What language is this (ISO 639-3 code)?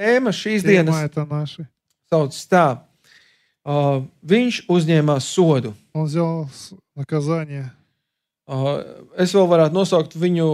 lav